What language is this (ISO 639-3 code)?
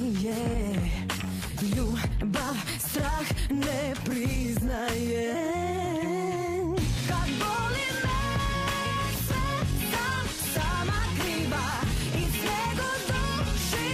hrv